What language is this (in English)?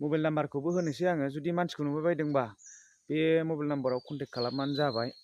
Bodo